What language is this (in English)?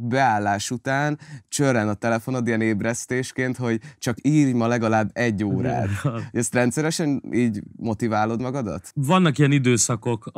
Hungarian